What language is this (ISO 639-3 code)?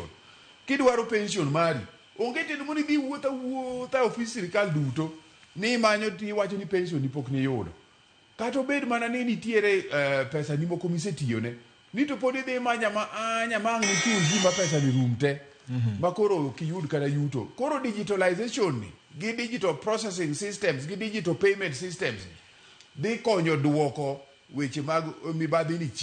luo